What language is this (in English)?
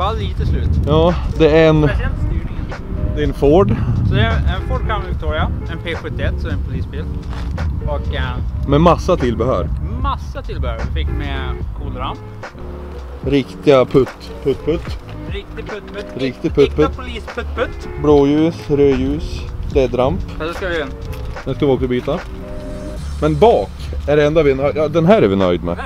Swedish